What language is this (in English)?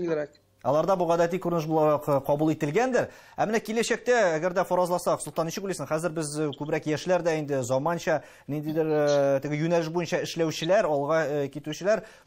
Tatar